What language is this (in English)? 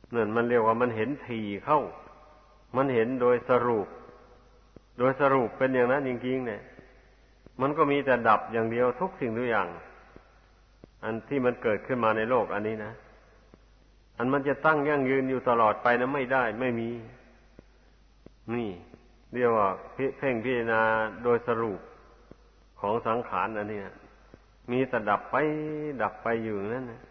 Thai